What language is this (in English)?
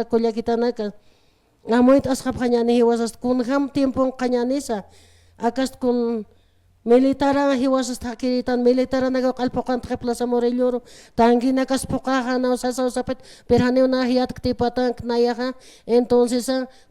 Aymara